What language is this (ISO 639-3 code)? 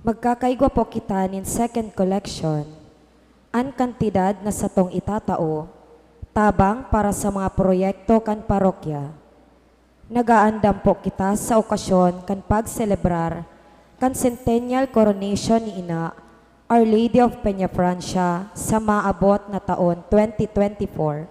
bik